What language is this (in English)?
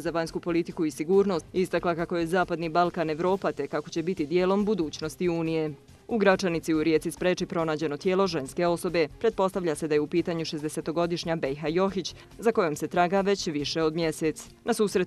Bosnian